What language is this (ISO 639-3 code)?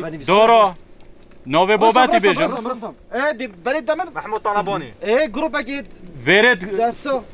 kur